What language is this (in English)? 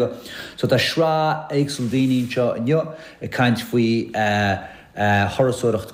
Irish